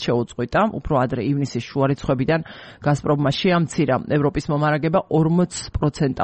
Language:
Georgian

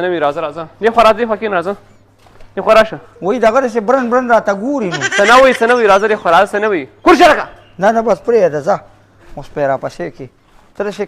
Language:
Pashto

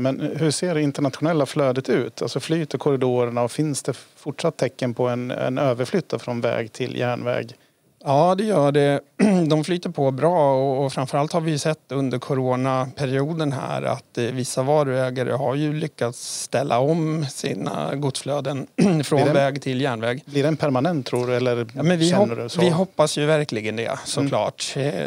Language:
Swedish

